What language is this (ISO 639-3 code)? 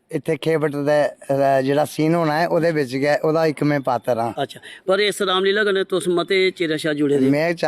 doi